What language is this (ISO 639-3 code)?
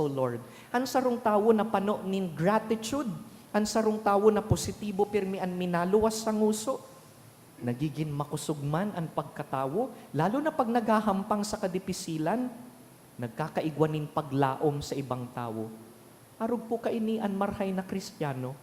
bik